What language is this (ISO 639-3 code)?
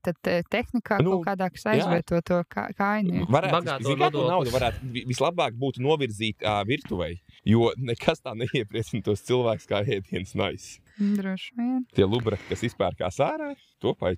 lav